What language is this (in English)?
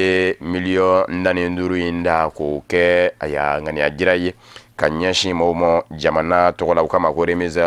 Bambara